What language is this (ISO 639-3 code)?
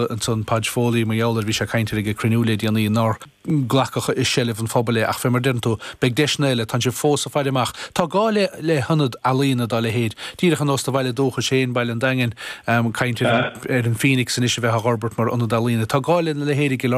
gle